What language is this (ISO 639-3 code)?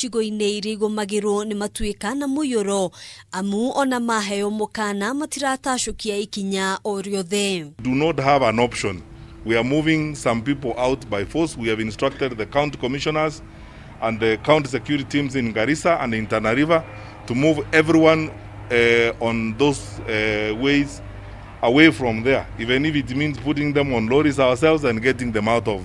kik